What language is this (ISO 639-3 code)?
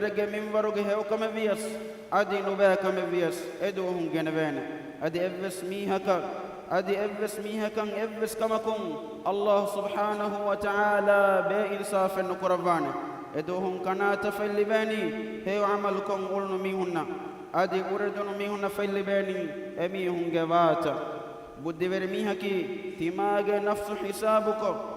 div